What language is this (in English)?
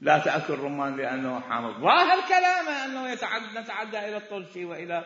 Mesopotamian Arabic